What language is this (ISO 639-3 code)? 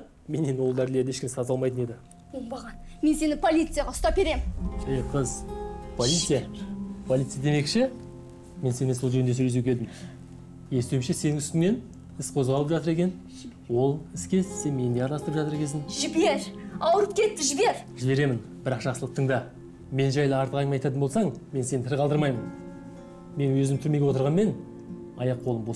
kaz